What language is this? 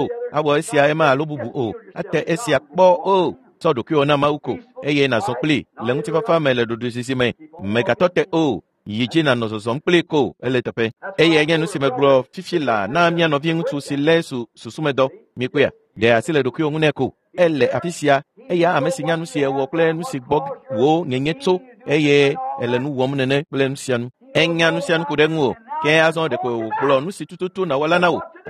Ewe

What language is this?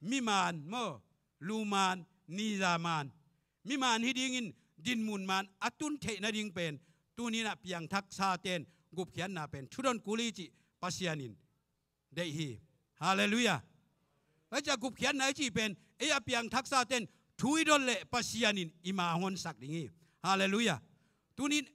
Tedim Chin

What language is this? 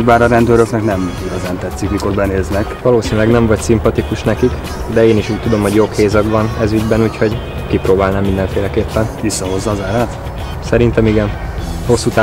Hungarian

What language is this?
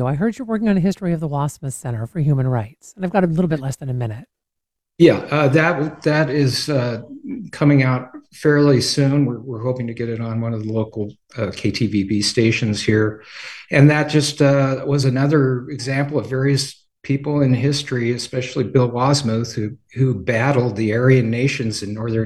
English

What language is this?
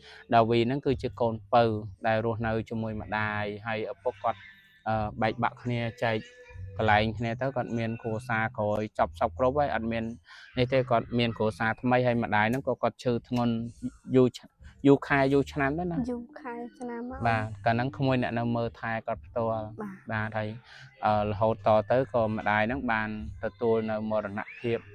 Khmer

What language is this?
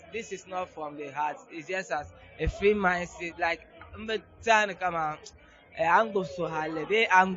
Dagbani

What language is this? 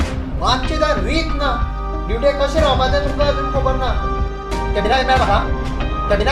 Konkani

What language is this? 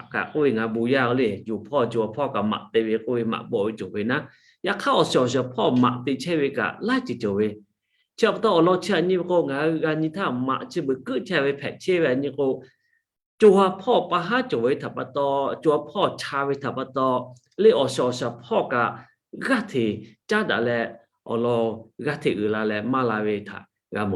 Lahu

